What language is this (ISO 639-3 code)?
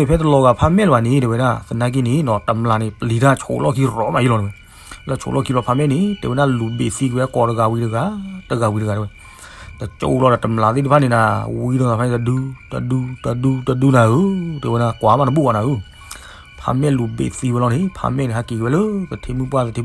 ksw